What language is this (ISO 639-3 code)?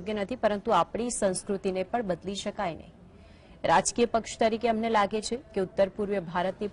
guj